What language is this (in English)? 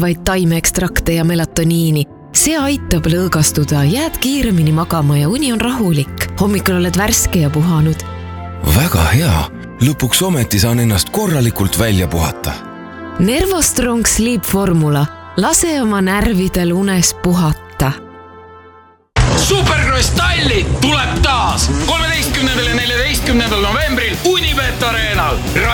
Estonian